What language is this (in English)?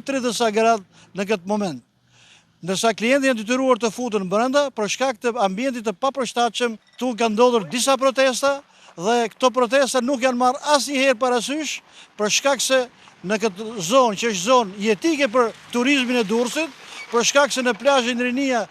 Albanian